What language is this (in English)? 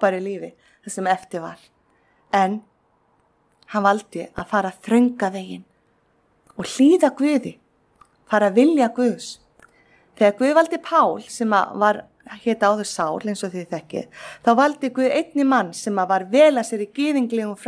Icelandic